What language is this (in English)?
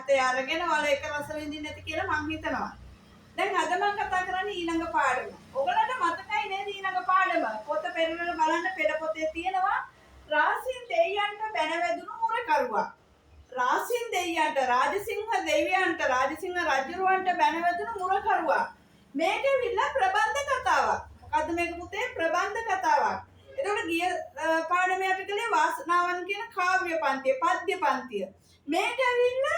Sinhala